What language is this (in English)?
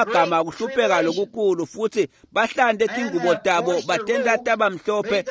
Swati